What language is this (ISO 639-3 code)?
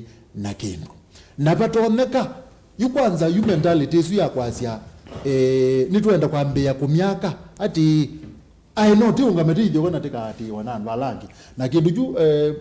kam